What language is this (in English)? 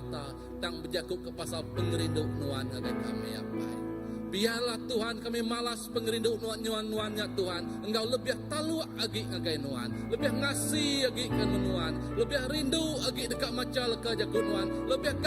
Iban